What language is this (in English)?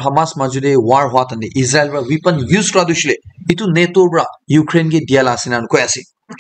Naga Pidgin